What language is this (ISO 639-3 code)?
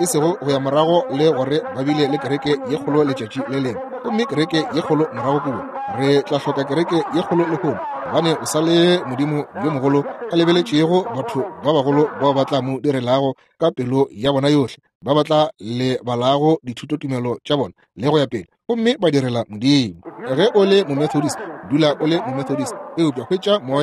nso